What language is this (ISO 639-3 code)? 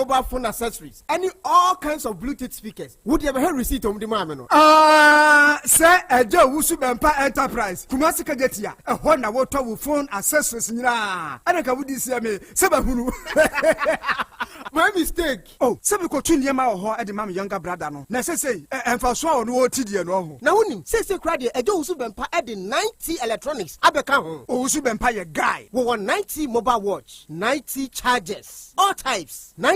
aka